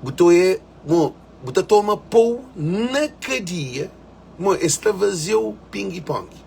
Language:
Kabuverdianu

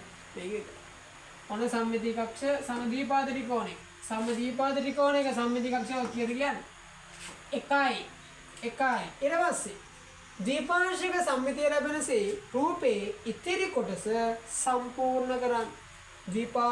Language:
Sinhala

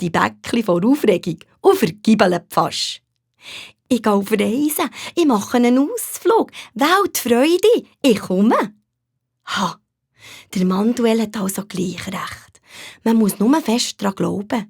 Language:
Swiss German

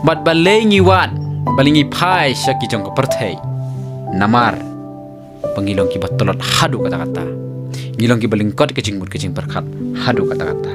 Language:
Khasi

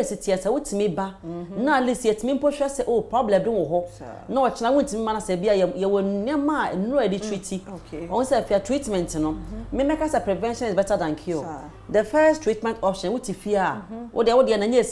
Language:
Akan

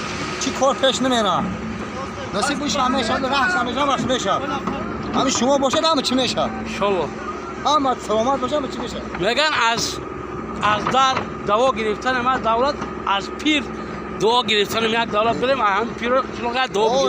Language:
Tajik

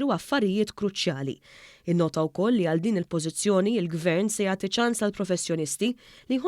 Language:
Maltese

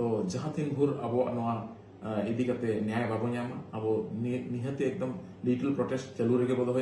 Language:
Santali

